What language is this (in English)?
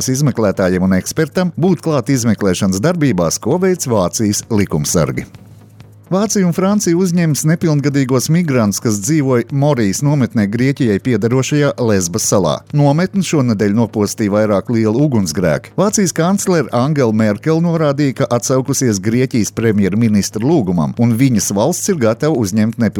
Latvian